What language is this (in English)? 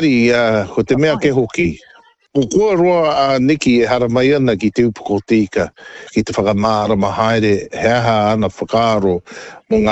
Māori